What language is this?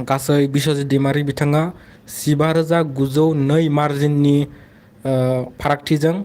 Bodo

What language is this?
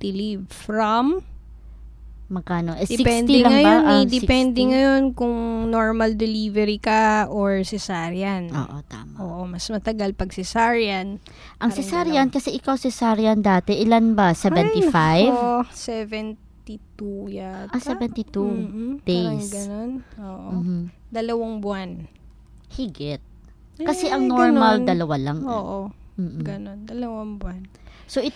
Filipino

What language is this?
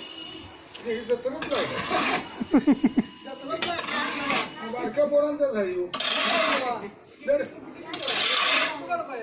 Marathi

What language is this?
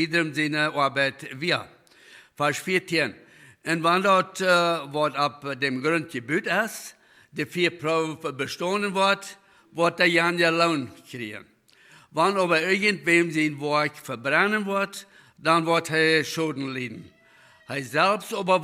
Plautdietsch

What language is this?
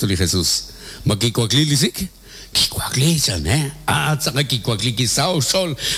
Kekchí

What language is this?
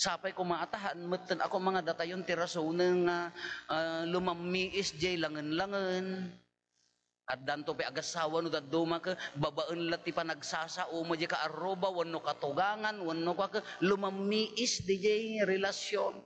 Iloko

